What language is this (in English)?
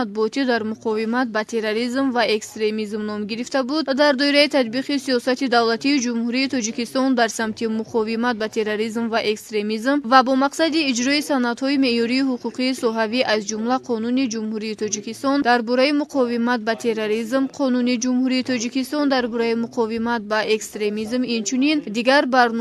Tajik